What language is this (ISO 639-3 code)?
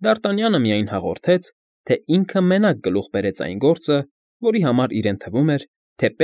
hye